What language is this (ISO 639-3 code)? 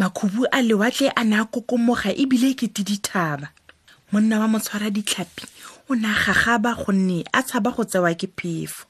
tsn